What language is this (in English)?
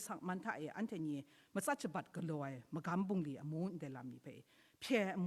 Kachin